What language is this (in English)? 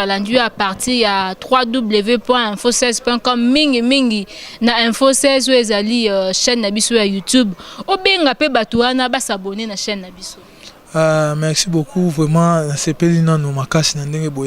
Lingala